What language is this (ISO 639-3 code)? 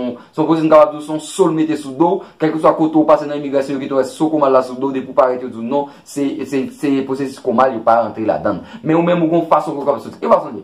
hat